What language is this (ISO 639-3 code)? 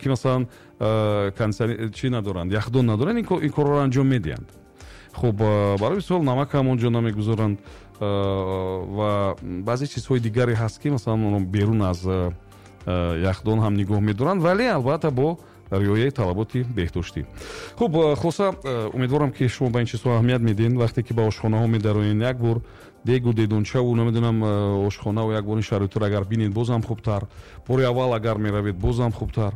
tgk